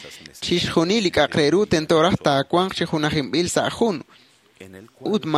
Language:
Kekchí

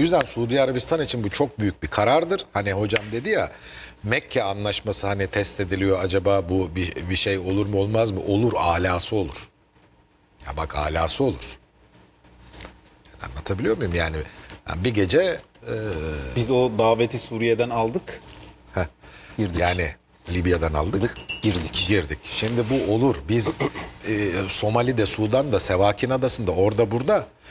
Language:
Turkish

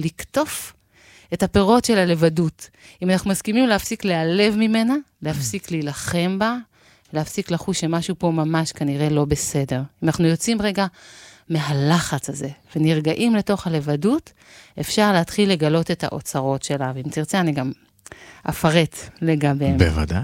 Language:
Hebrew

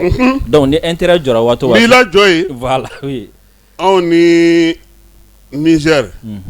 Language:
Bambara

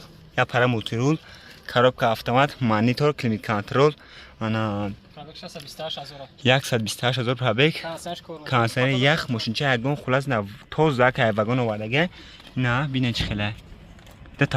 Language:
Tajik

